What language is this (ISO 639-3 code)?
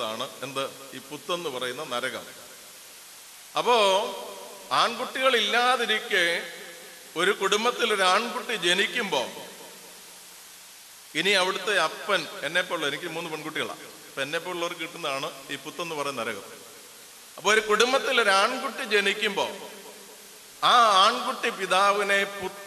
mal